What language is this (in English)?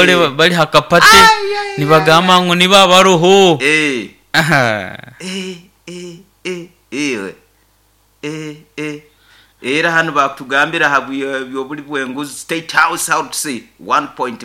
Nyoro